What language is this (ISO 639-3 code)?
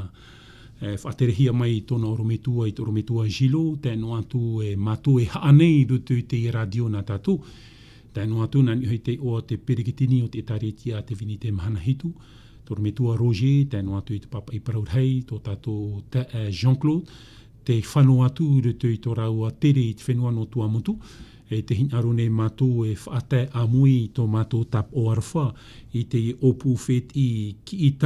tah